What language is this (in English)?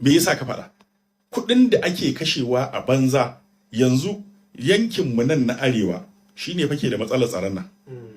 Hausa